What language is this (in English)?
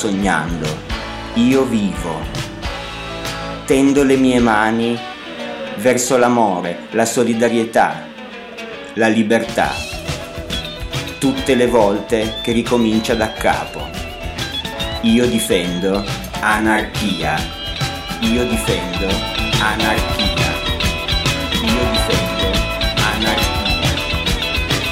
Italian